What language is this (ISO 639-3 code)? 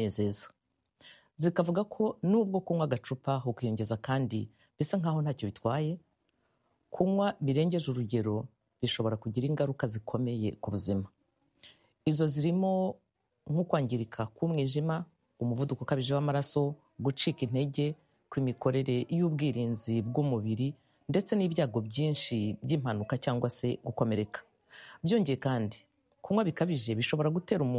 kin